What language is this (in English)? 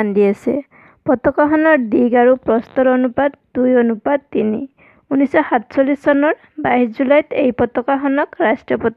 Assamese